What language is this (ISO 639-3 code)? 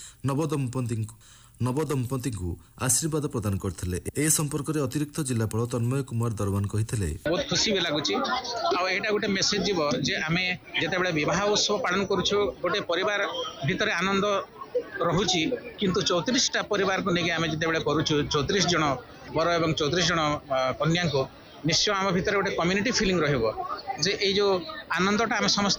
ori